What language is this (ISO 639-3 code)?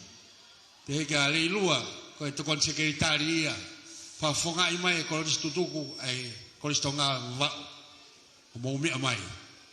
ton